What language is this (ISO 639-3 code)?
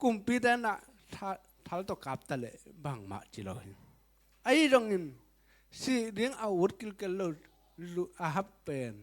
ctd